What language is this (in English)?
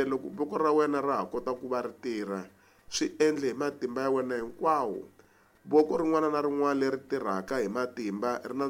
Tsonga